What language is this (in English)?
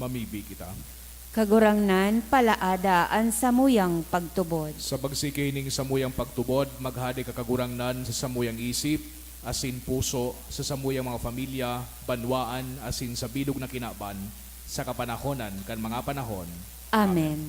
Bikol